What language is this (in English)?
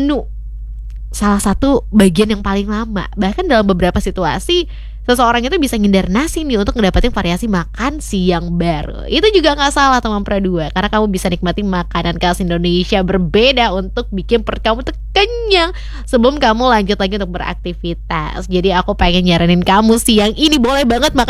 Indonesian